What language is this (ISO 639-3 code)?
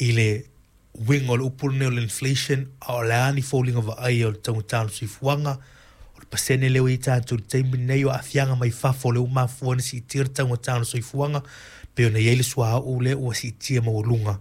smo